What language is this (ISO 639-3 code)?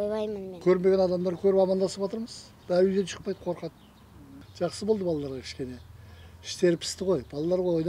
kaz